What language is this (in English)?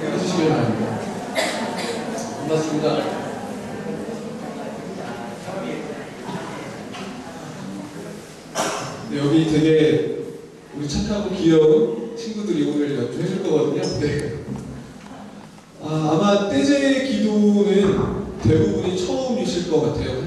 Korean